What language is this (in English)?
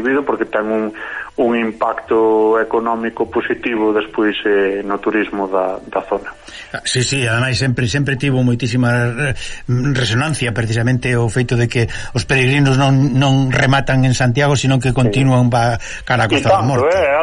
Galician